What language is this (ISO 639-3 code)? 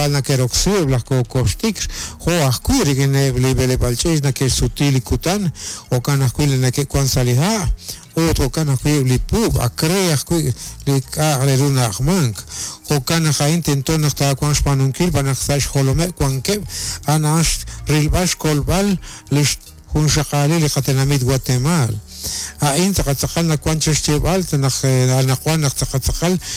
kek